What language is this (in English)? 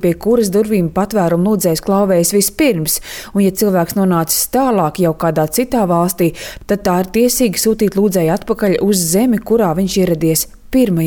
Latvian